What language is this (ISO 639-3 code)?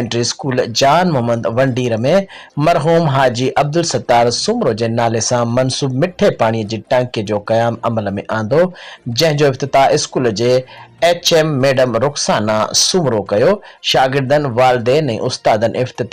snd